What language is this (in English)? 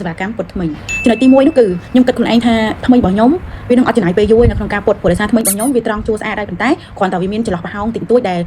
Khmer